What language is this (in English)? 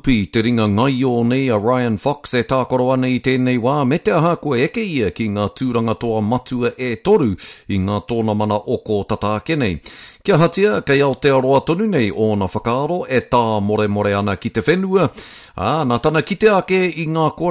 Māori